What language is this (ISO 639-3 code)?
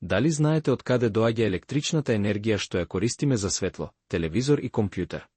mkd